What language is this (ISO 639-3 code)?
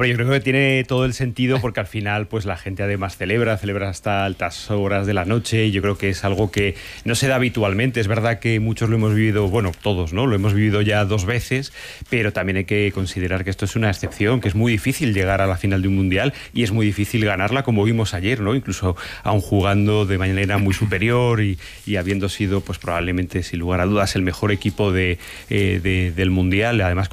spa